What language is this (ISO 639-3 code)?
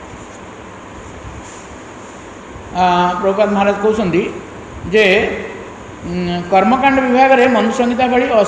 ori